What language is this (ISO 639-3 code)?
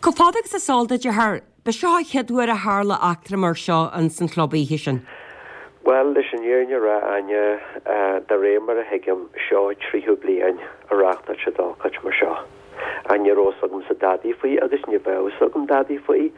gle